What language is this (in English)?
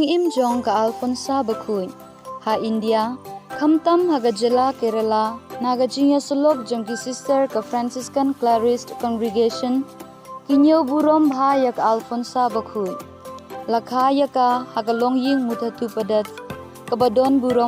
Khasi